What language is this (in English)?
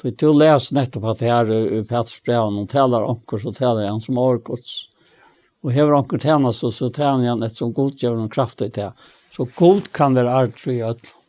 Faroese